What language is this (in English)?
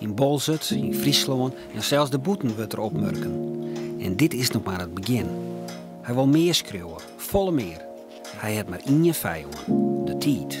Western Frisian